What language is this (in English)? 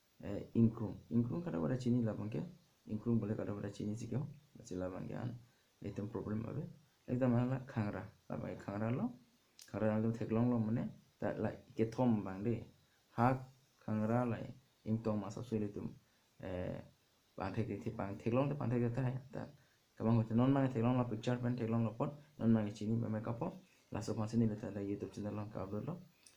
Karbi